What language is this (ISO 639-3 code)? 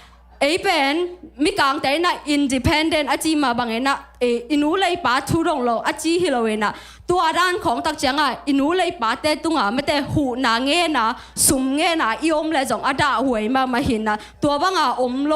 ctd